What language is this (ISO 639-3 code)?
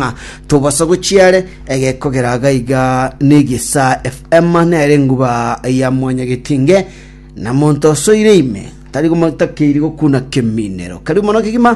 guz